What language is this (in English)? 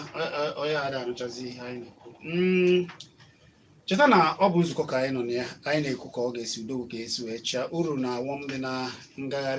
Igbo